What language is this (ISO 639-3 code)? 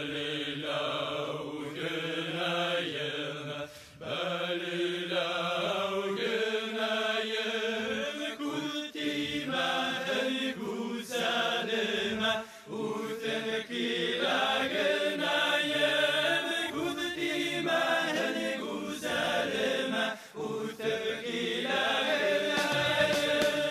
bak